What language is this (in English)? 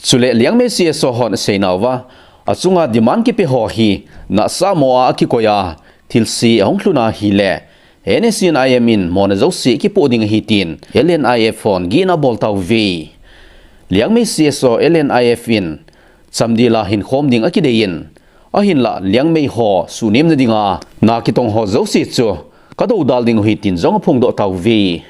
Thado Chin